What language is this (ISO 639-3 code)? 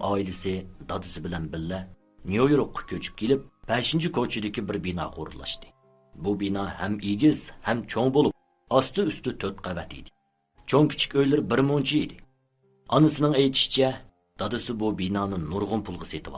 uig